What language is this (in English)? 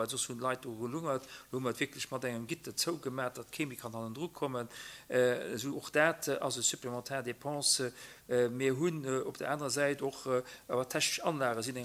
Luxembourgish